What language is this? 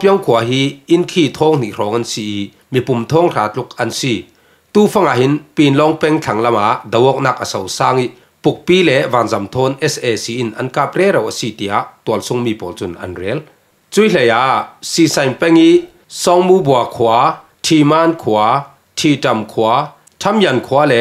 Falam Chin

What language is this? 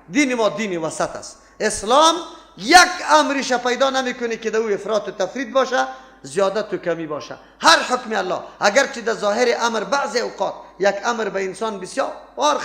Persian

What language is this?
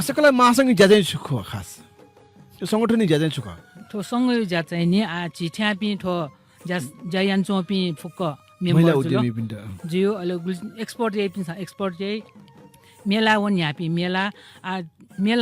Newari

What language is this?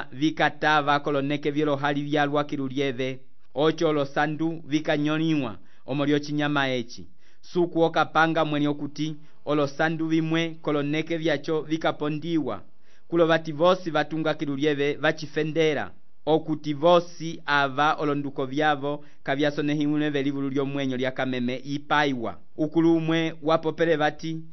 Umbundu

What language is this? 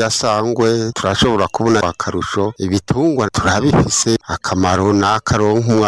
Rundi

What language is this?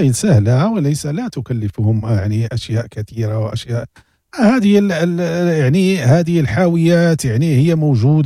Moroccan Arabic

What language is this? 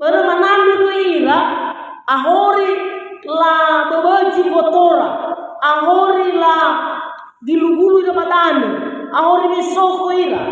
Nias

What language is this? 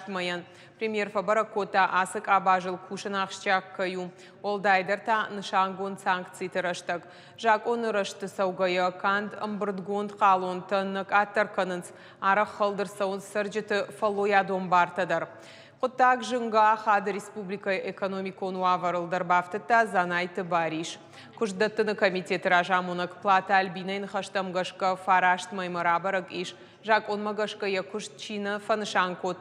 Ossetic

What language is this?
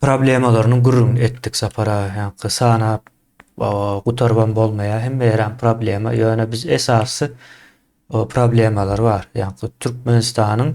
Turkmen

